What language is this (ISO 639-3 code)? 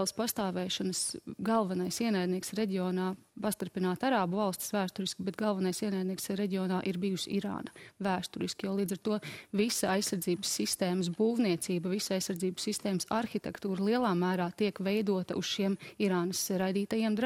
lav